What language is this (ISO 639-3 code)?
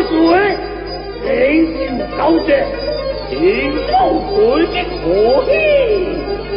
nan